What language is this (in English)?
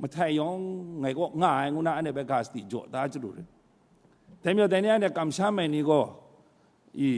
Kachin